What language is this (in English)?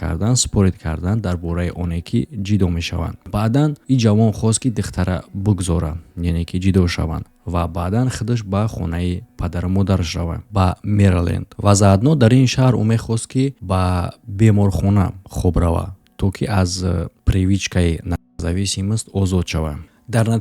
Tajik